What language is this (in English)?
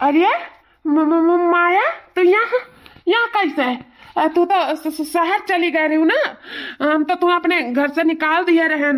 Awadhi